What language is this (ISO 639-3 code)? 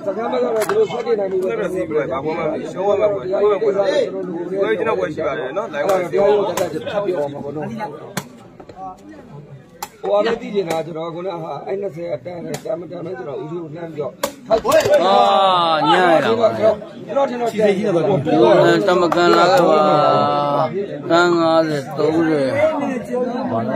mya